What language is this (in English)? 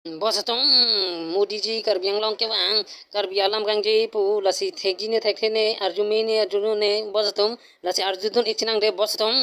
Karbi